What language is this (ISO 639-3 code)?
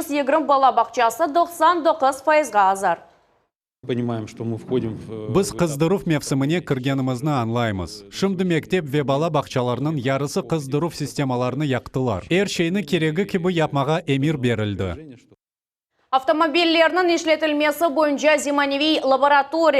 crh